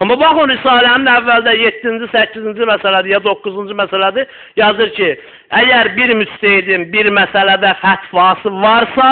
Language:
Azerbaijani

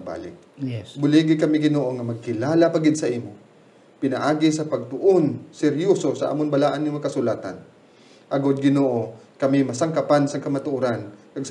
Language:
Hiligaynon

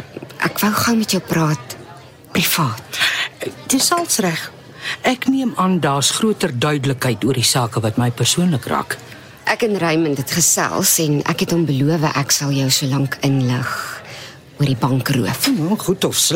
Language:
Afrikaans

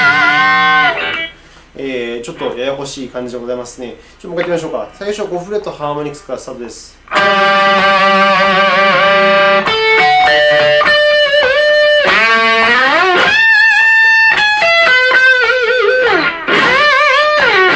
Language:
Japanese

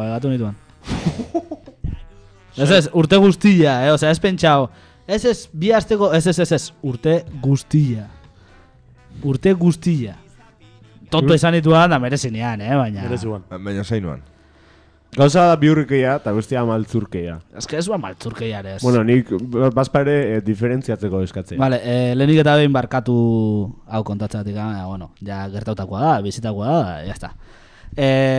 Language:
Basque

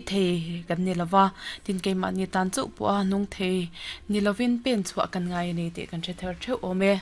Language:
Mizo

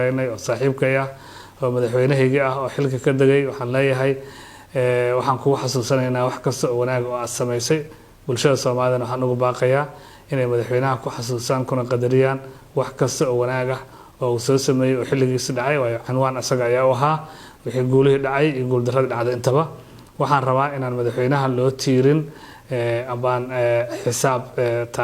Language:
Somali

